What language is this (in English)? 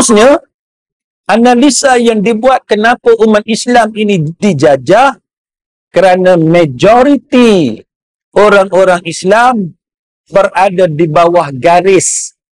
Malay